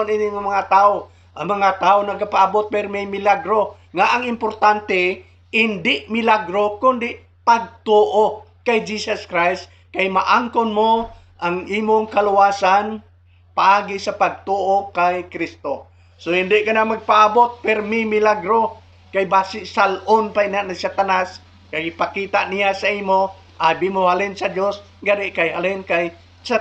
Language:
Hiligaynon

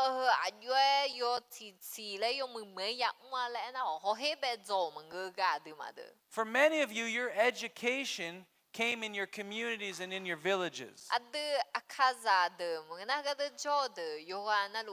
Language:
Akha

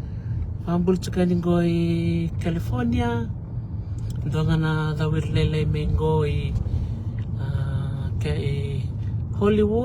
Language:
Fijian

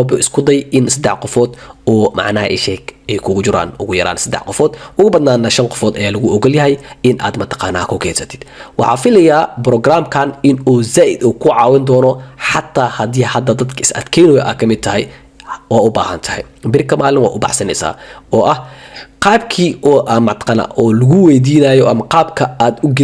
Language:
Somali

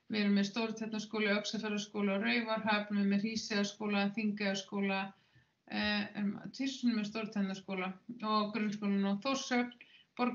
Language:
Icelandic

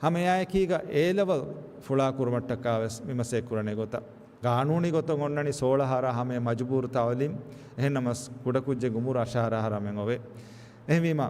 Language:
Divehi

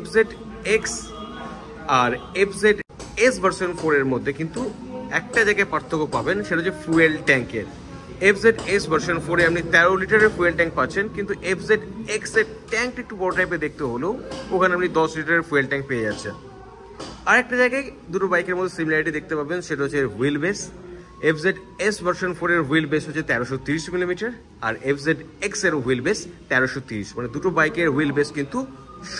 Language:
Bangla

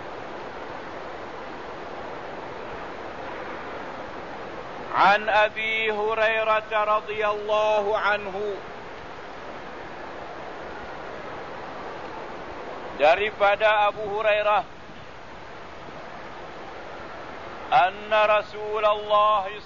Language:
Malay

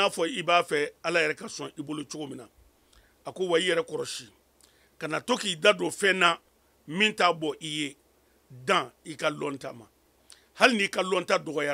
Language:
Mandingo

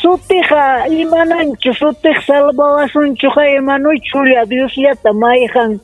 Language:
Ayacucho Quechua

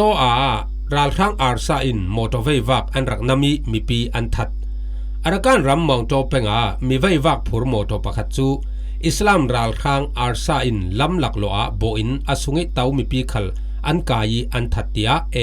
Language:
Falam Chin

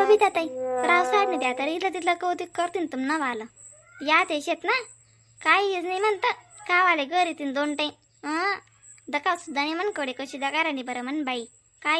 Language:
Khandesi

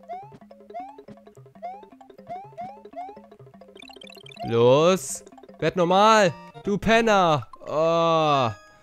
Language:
German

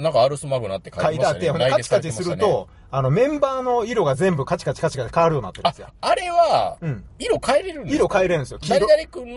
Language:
Japanese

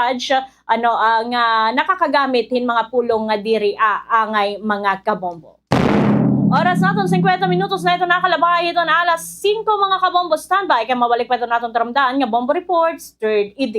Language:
Waray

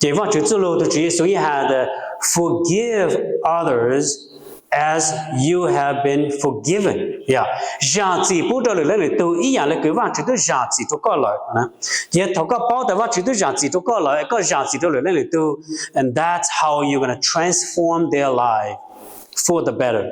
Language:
Hmong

